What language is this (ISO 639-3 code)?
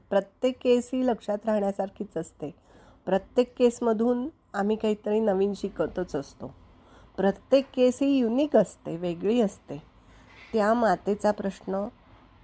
mar